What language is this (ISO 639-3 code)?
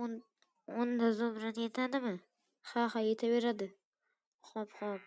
uzb